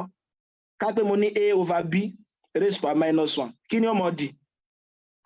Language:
Yoruba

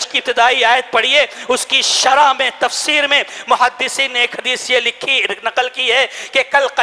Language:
Urdu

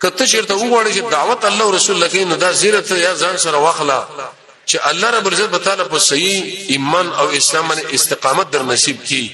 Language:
Pashto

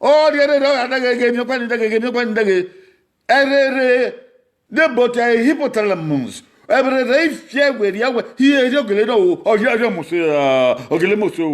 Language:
Bini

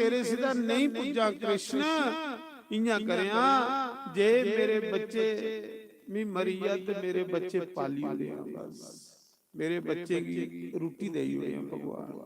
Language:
Dogri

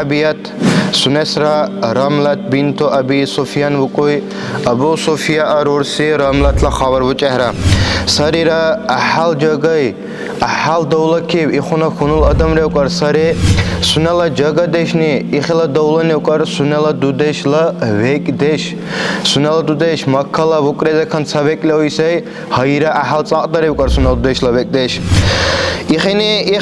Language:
Dargwa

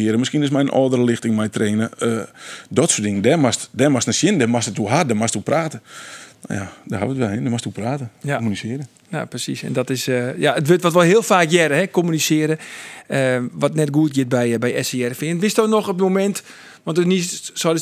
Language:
Western Frisian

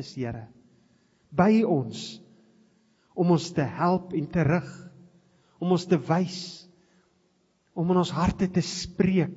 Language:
Afrikaans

